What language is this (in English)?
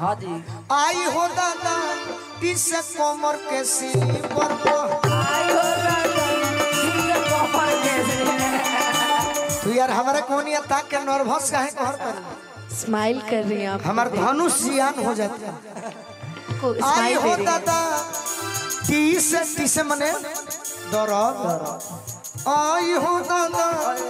Bhojpuri